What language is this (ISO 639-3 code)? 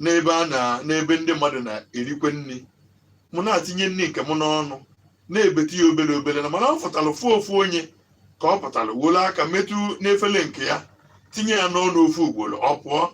ibo